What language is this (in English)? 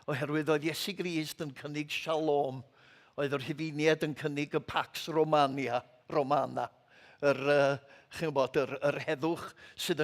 Welsh